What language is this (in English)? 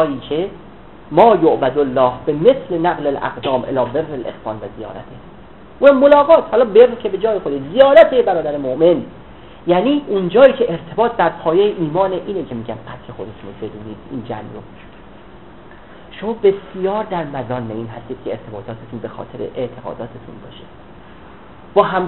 Persian